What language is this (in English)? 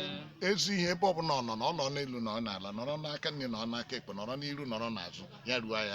Igbo